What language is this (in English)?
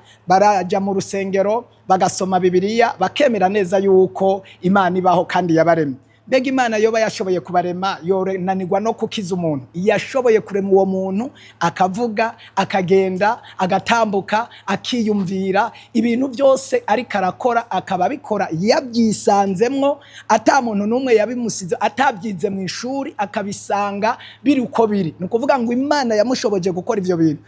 Rundi